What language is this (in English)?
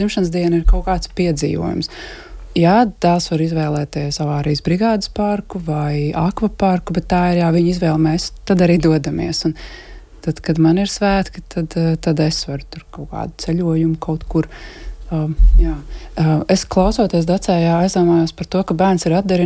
Latvian